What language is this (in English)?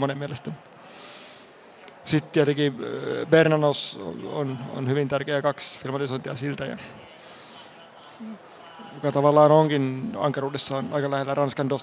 Finnish